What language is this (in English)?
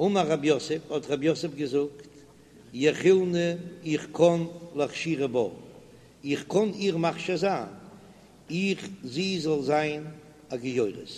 Yiddish